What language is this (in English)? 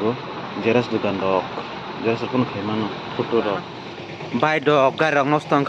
Kok Borok